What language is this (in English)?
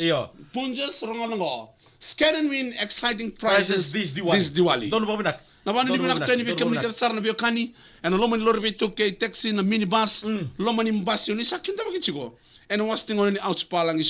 Fijian